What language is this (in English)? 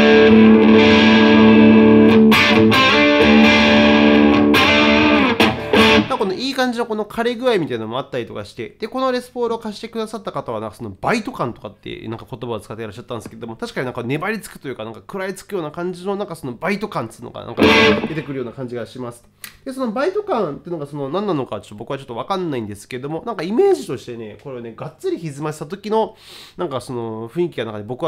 Japanese